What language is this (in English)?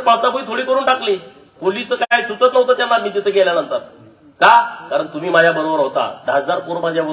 Marathi